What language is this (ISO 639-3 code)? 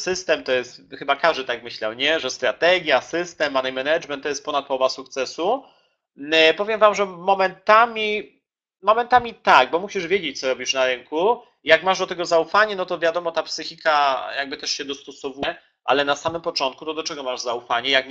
pol